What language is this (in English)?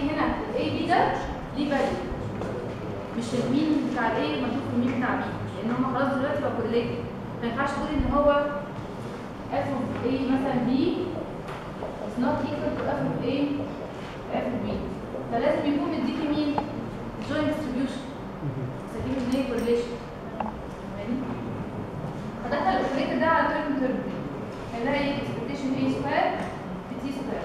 Egyptian Arabic